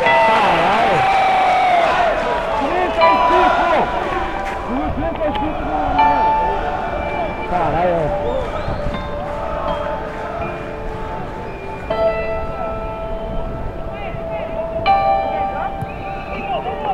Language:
Portuguese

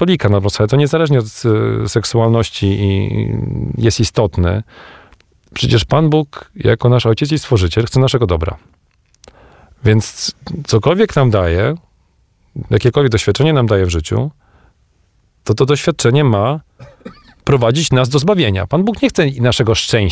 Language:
Polish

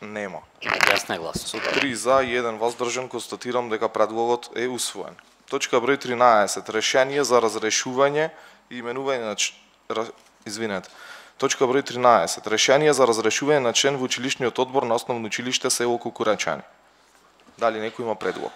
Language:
Macedonian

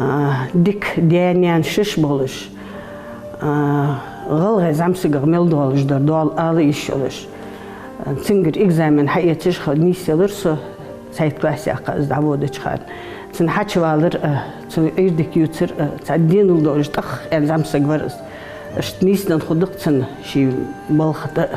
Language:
Ingush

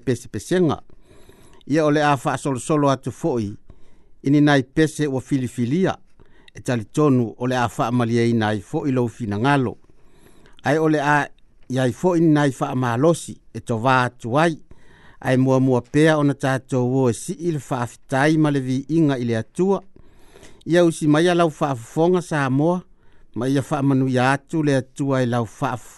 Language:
Samoan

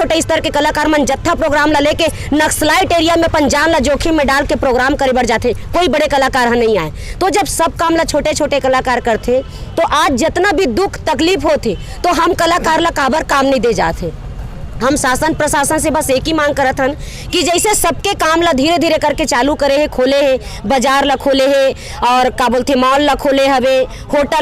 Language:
Chhattisgarhi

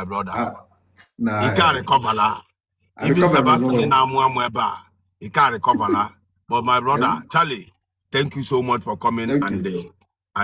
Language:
Igbo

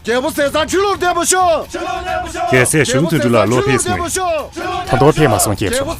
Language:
Tibetan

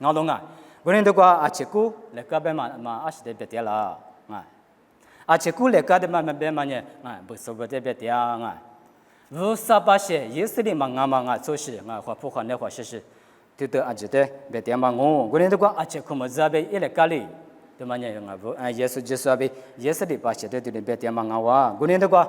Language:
Lisu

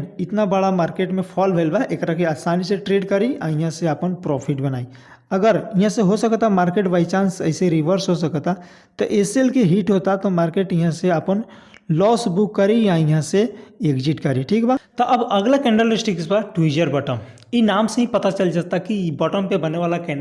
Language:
Bhojpuri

